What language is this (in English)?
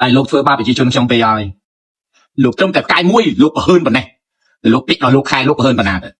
Khmer